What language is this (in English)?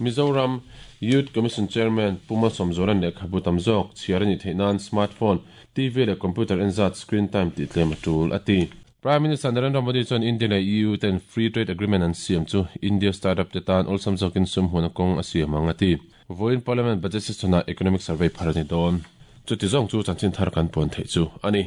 Mizo